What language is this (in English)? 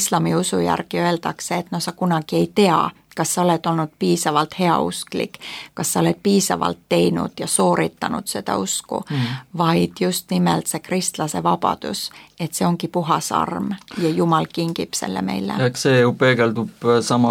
Estonian